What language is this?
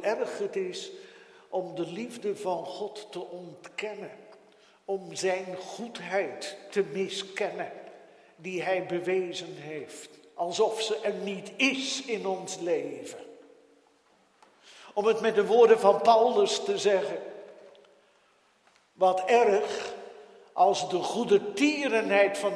Dutch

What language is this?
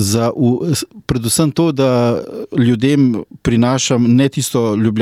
Slovenian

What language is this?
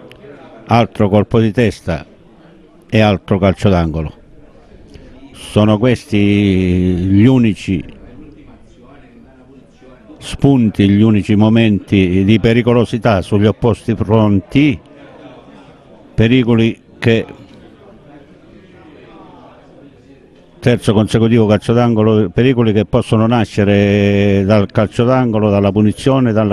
Italian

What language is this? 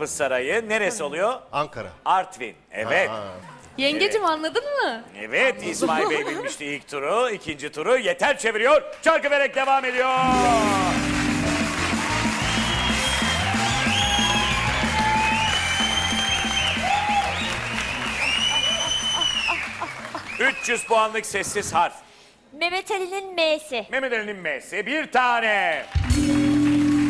Turkish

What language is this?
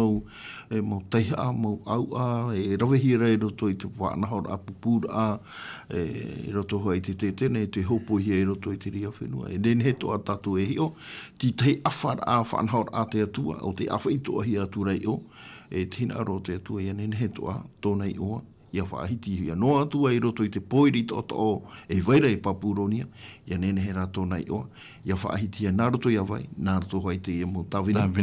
Tahitian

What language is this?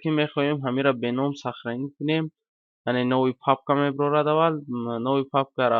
Tajik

